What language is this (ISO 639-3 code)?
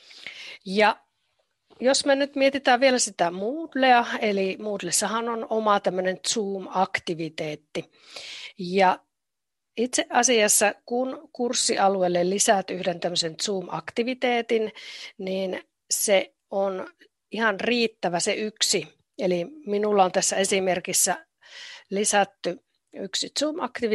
fin